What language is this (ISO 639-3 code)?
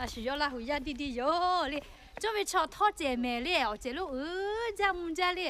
lhu